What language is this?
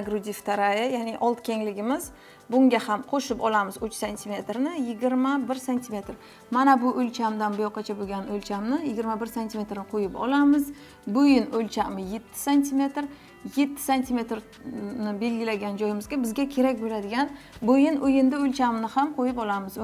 Uzbek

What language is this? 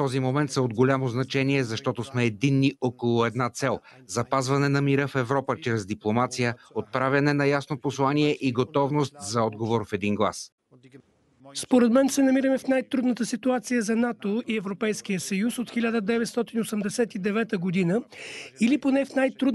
Bulgarian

